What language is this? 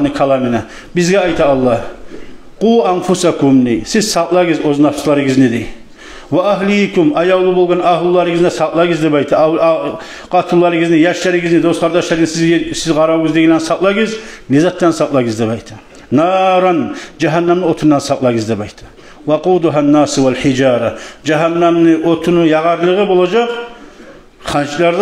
Kumyk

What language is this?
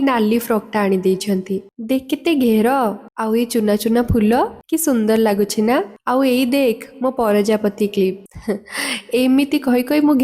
Odia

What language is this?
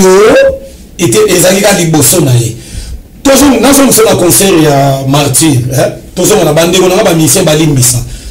Lingala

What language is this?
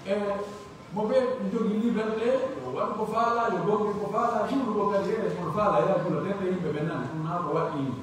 Pular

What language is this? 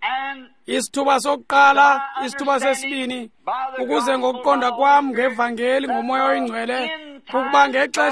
Xhosa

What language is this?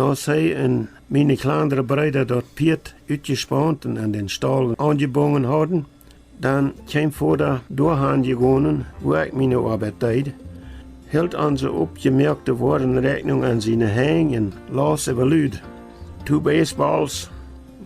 Plautdietsch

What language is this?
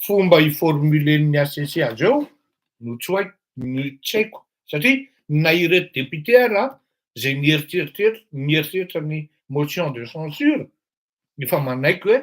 Malagasy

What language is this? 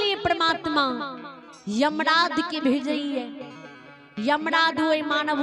Maithili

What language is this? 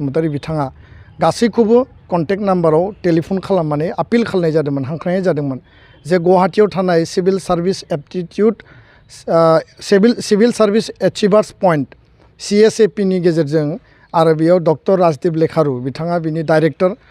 Bodo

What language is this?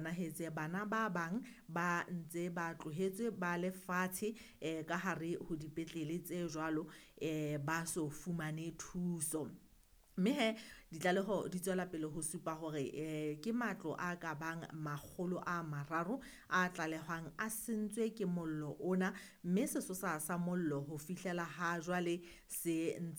Southern Sotho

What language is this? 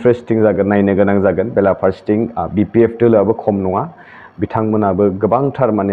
Bodo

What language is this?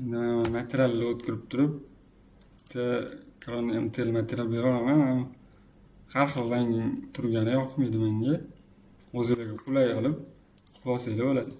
Uzbek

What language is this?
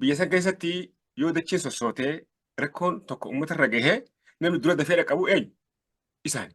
Oromo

